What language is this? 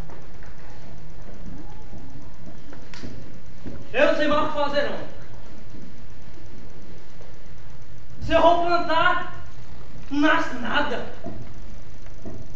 Portuguese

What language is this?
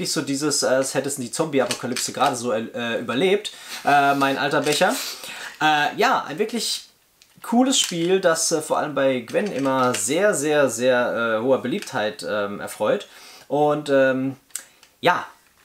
German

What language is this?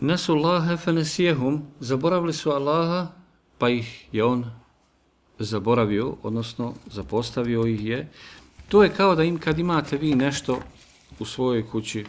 Bosnian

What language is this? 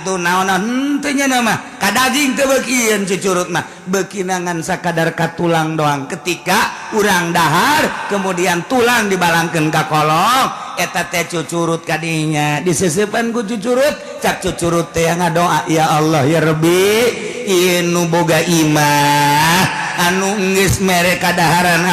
Sundanese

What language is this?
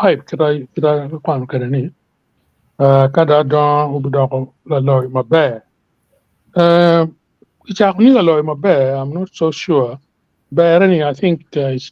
Acoli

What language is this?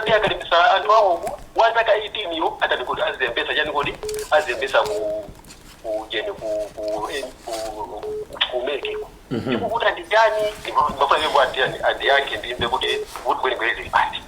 Nyanja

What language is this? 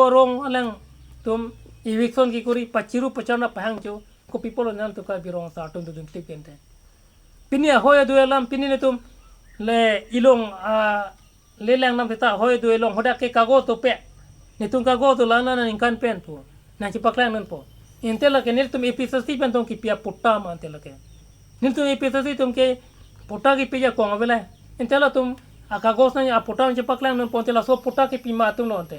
Karbi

